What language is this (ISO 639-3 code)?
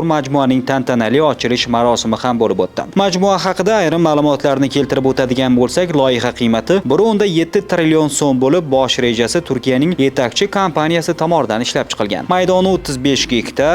uzb